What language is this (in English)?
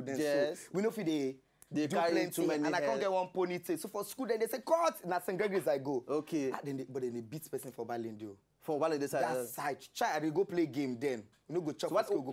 Nigerian Pidgin